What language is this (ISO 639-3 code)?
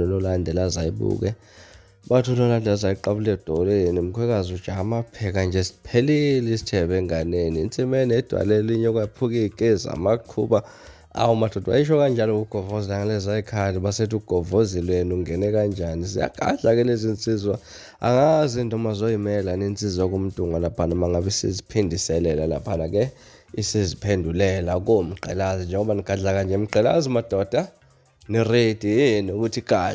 zul